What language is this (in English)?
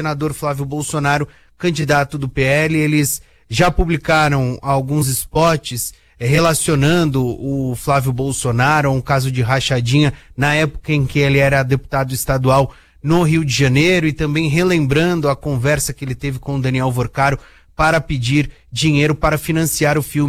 Portuguese